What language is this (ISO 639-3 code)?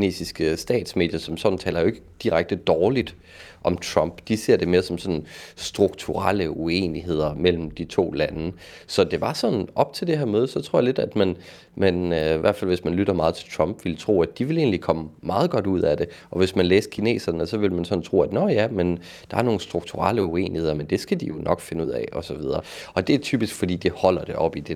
dan